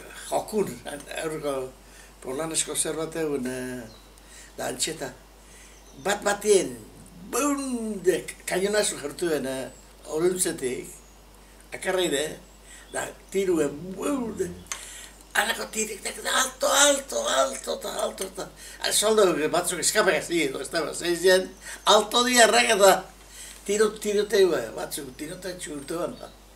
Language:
Basque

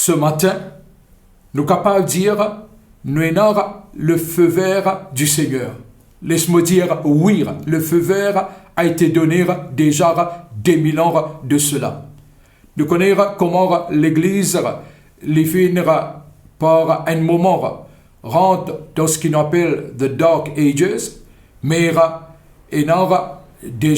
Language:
Morisyen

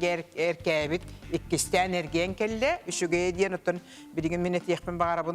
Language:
Yakut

